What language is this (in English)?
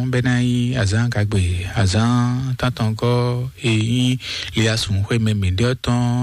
Fon